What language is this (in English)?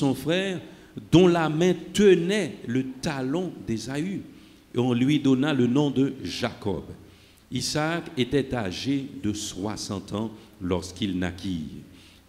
French